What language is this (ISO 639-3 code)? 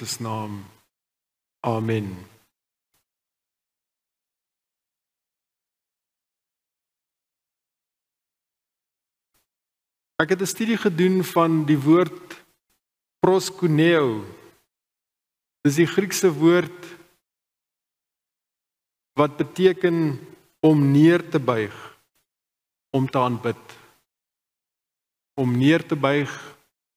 afr